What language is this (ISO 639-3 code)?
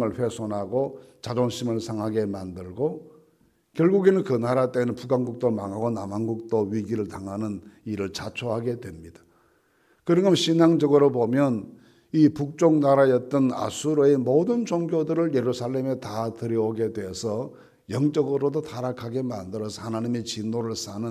kor